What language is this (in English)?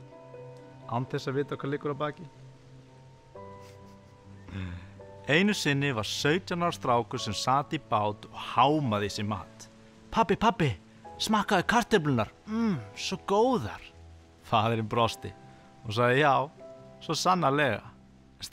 Icelandic